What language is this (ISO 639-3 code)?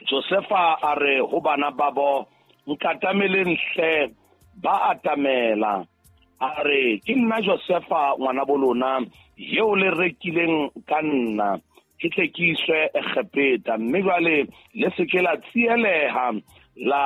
sot